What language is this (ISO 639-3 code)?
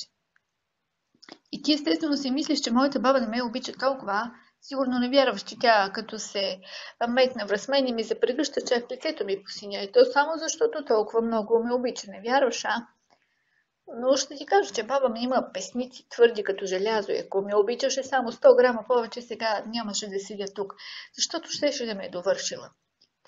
bul